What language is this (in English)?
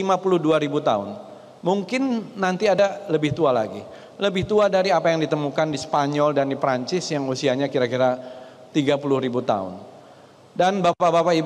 Indonesian